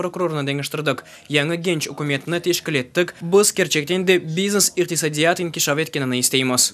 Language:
Crimean Tatar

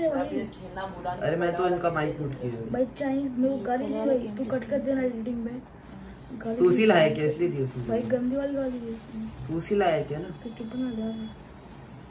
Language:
Hindi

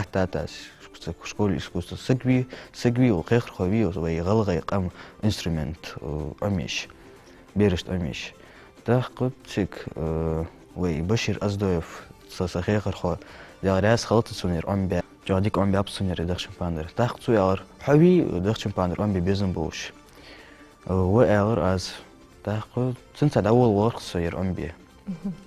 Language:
Ingush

